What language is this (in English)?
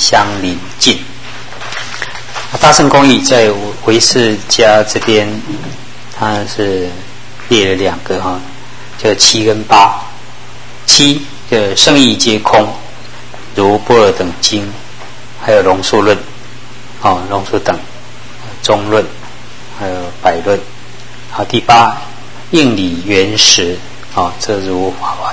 Chinese